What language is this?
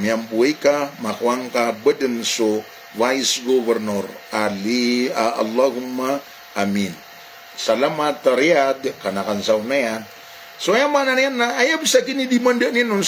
Maranao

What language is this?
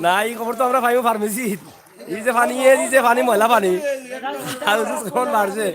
Sylheti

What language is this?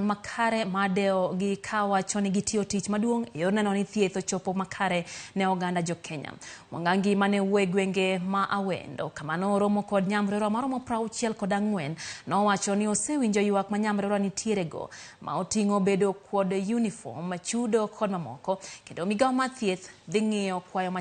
Luo (Kenya and Tanzania)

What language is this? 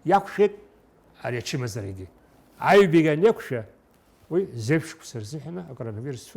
Abkhazian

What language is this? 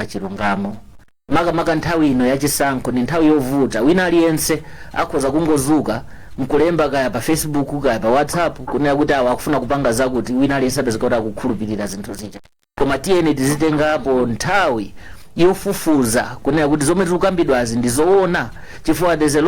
Nyanja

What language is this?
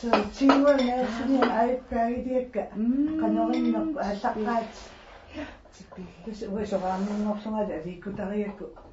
Kalaallisut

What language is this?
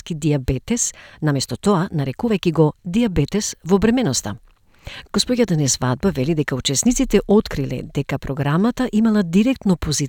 Macedonian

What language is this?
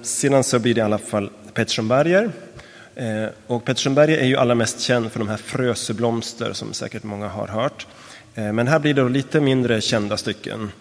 Swedish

